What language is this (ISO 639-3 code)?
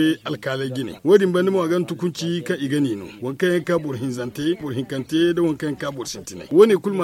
dje